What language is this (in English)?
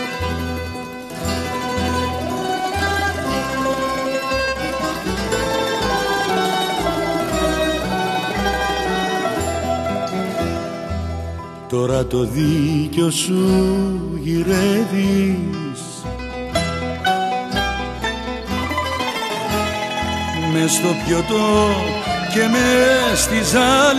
Greek